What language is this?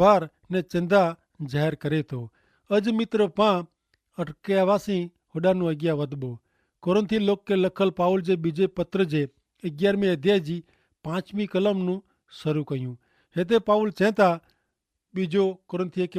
Kachhi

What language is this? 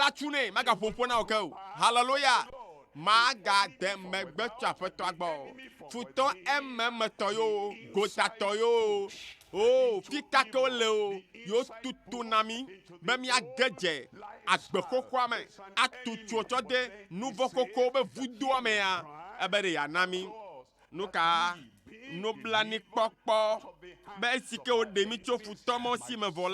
Ewe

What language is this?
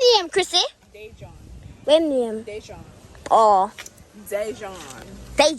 Jamaican Creole English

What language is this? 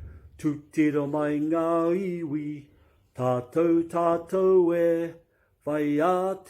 Māori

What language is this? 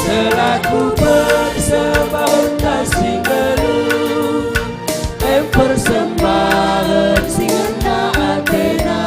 Batak Karo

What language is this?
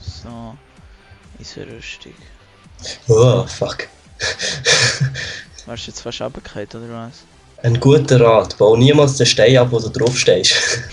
Swiss German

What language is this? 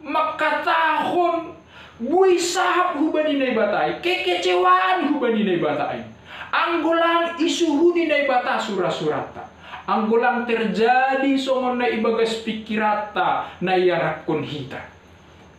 Batak Simalungun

